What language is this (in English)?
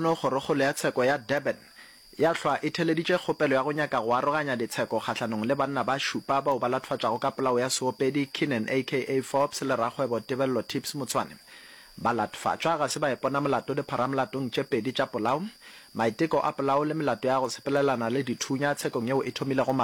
Northern Sotho